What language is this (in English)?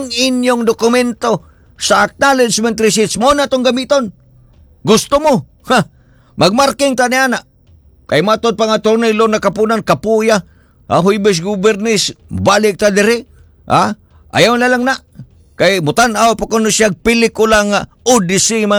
Cebuano